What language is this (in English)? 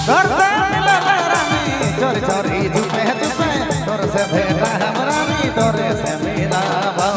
Sadri